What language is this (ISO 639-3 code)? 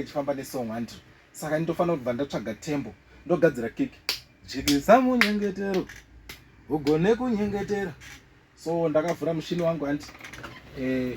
sna